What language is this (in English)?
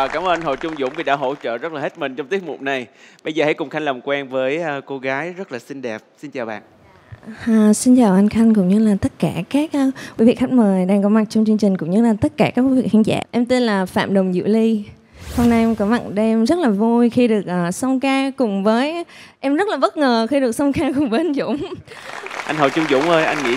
Vietnamese